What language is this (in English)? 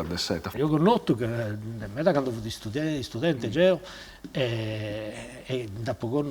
Sardinian